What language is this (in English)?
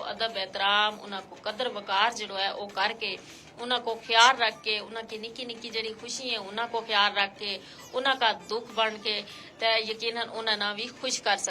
Gujari